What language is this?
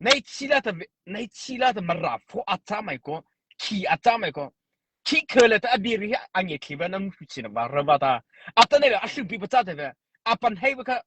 Mara Chin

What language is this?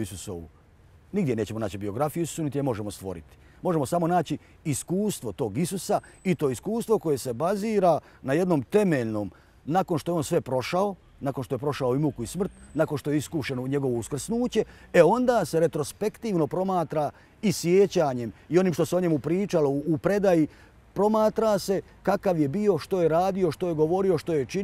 Croatian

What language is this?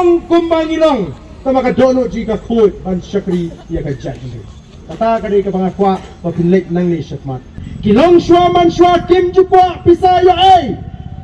Khasi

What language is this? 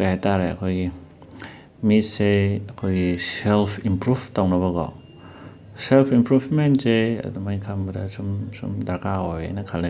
Manipuri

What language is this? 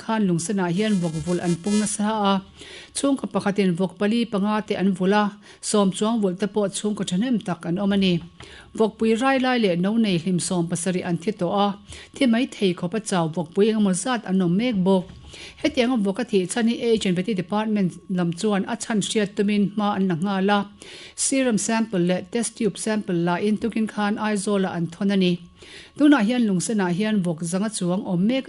Mizo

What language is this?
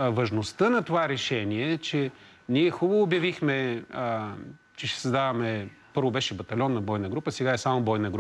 Bulgarian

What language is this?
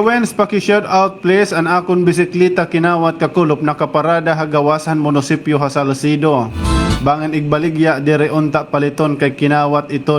Waray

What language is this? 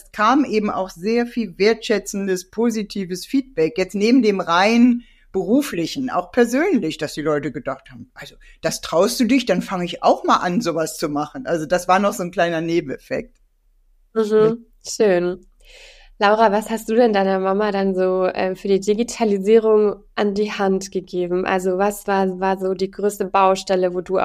German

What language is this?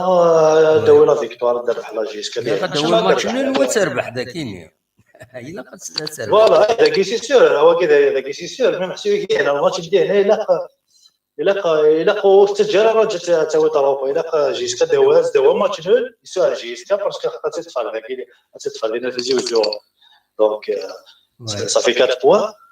Kabyle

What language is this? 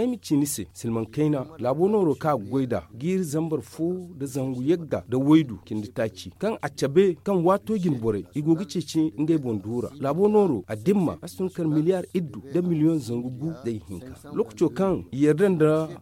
Zarma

